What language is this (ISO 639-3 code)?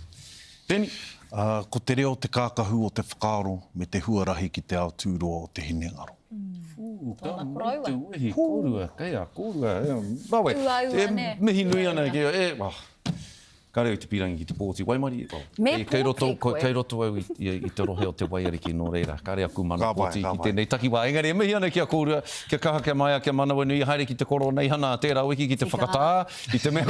mri